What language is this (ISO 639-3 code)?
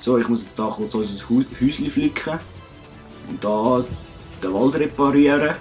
gsw